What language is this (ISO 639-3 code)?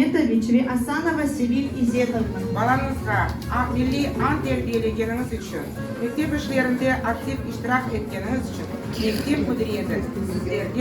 crh